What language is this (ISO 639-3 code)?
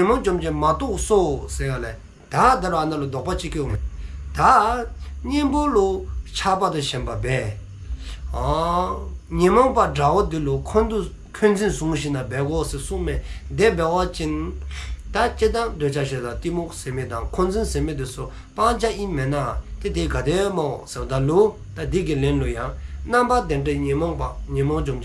dzo